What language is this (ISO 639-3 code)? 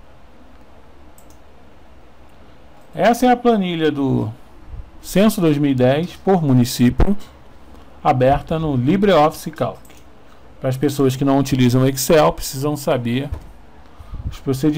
por